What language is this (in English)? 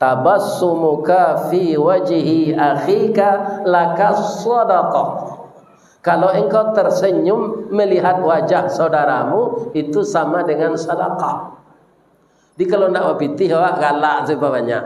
Minangkabau